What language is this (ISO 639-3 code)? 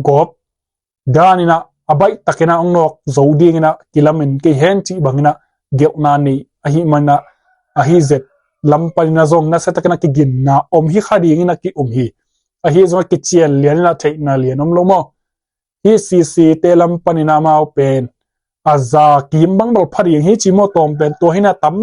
ctd